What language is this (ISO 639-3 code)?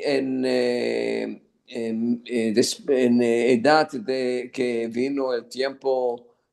lad